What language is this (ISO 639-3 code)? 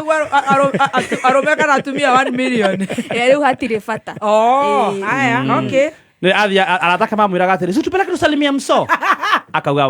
kik